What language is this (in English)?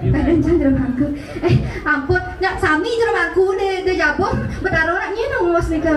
Balinese